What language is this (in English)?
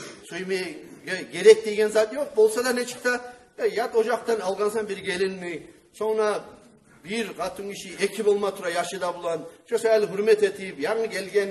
Kumyk